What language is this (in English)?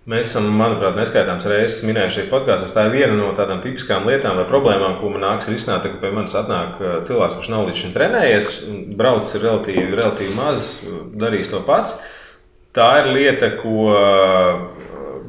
Latvian